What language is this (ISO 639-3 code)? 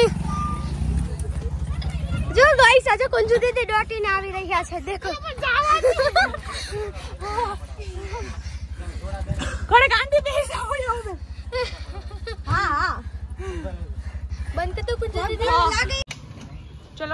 guj